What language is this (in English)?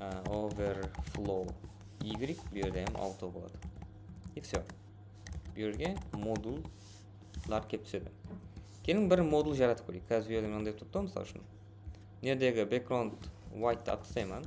Kara-Kalpak